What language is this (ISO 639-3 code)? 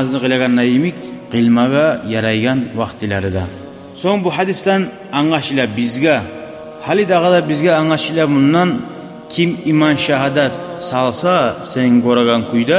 kum